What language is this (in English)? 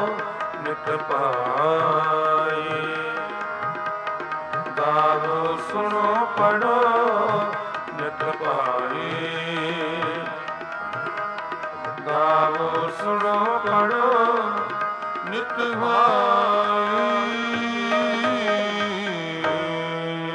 Punjabi